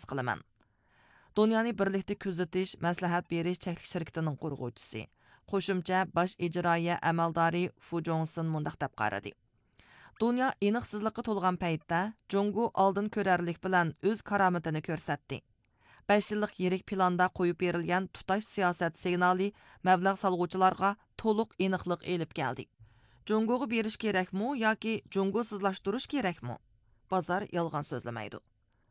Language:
Uyghur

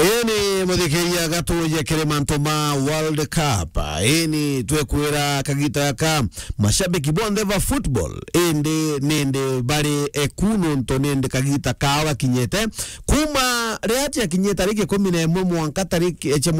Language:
Meru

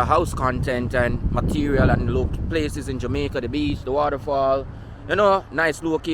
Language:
Jamaican Creole English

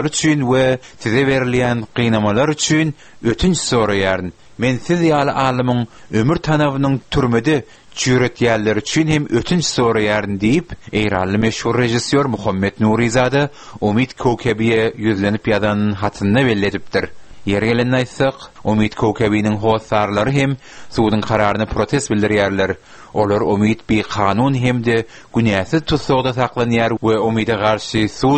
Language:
Turkmen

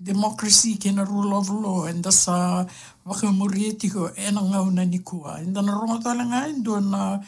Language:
Fijian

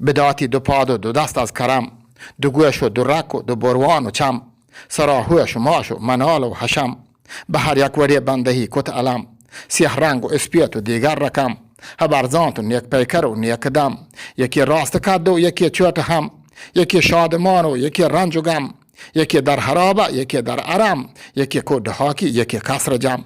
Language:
Eastern Balochi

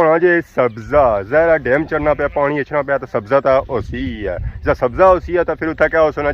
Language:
Pahari-Potwari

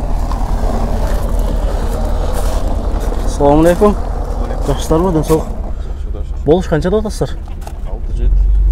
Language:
Kyrgyz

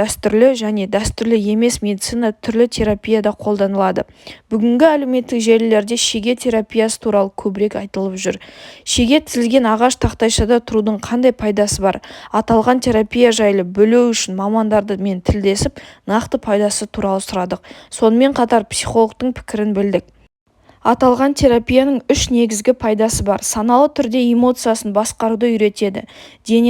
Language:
Kazakh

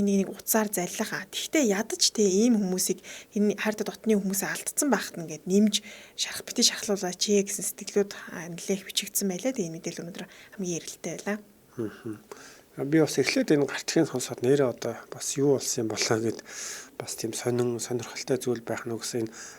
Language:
Mongolian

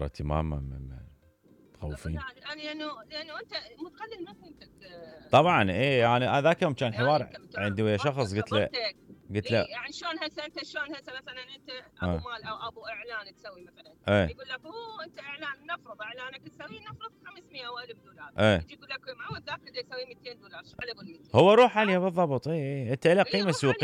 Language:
Mesopotamian Arabic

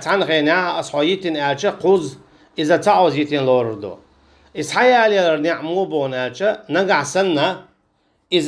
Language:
Chechen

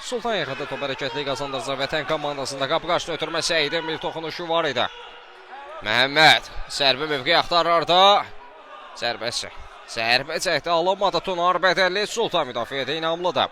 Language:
Azerbaijani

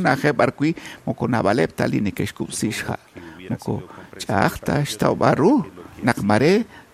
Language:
Kekchí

